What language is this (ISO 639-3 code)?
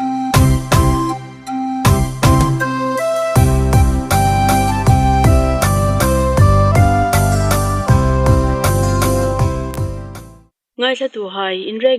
hmr